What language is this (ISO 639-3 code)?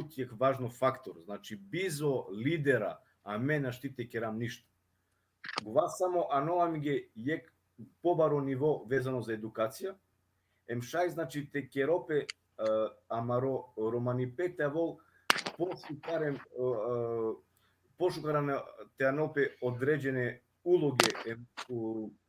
rmn